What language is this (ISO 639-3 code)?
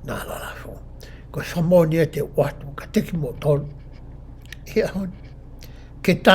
ton